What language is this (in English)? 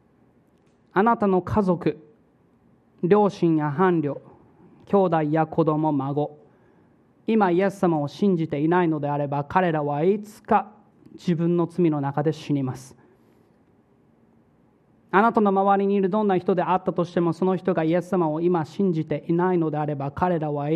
Japanese